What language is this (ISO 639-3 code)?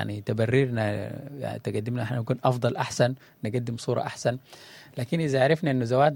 apd